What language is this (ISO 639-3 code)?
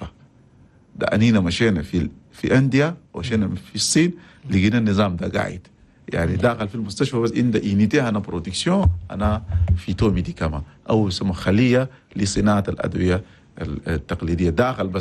shu